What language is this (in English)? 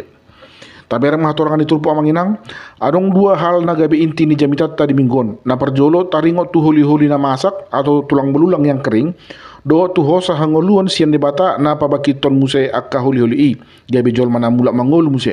Batak Toba